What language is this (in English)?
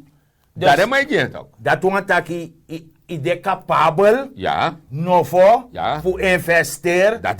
Sranan Tongo